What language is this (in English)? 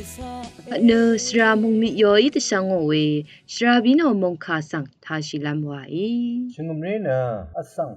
Rawang